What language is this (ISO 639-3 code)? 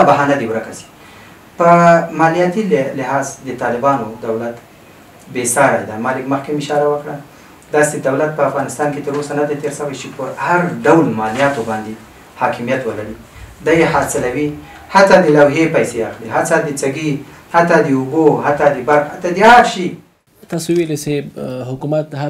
pus